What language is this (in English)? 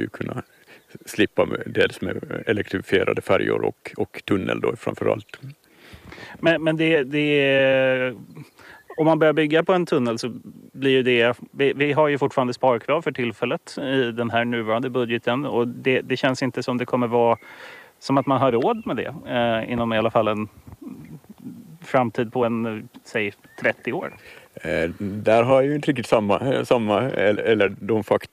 Swedish